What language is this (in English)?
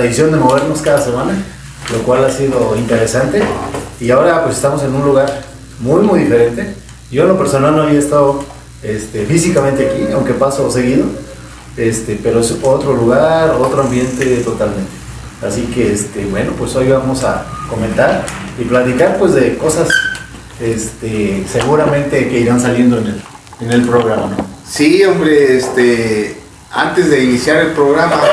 Spanish